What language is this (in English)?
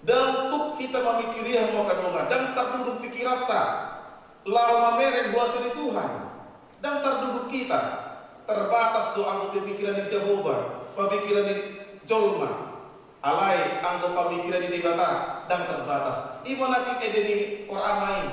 Batak Toba